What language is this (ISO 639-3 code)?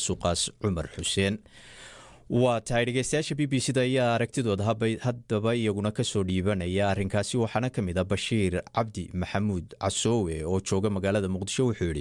som